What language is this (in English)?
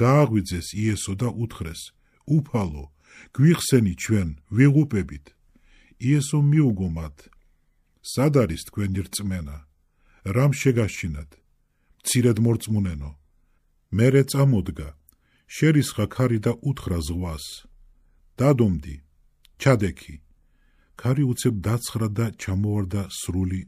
Georgian